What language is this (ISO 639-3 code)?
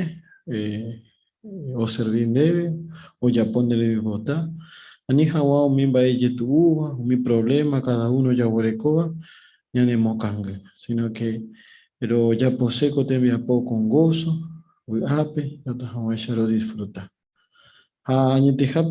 grn